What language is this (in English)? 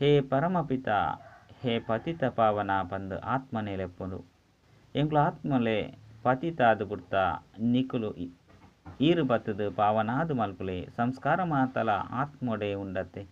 Tulu